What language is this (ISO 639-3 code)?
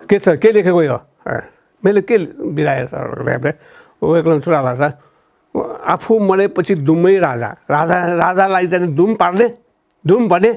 new